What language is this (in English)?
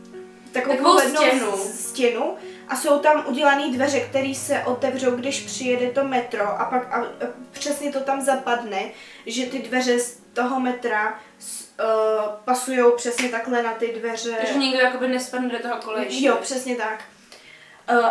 Czech